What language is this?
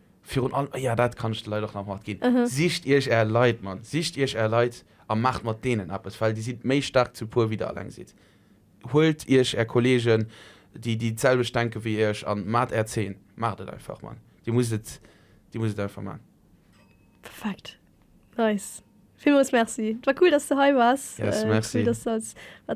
Luxembourgish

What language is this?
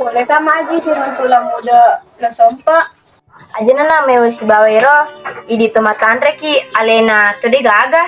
Buginese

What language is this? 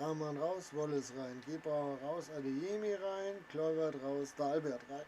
Bavarian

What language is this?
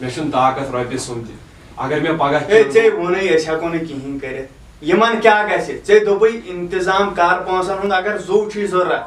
Kashmiri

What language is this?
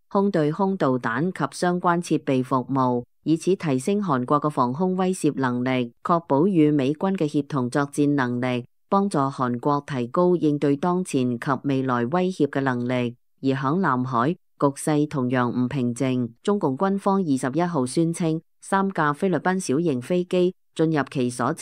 Cantonese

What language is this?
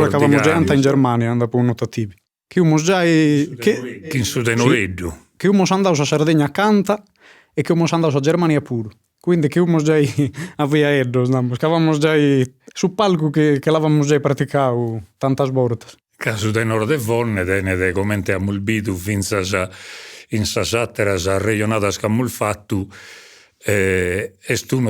Sardinian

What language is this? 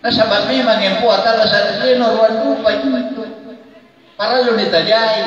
Makasar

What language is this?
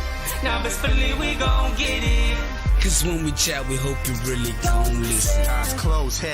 Pohnpeian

